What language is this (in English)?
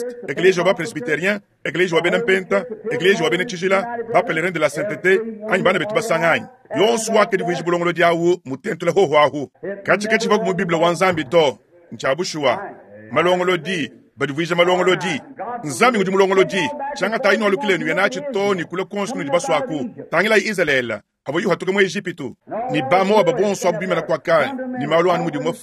Luba-Lulua